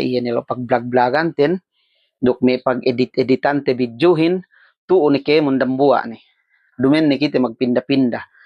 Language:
Yakan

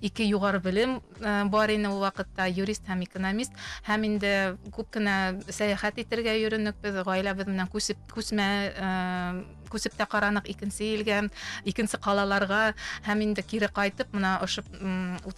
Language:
Bashkir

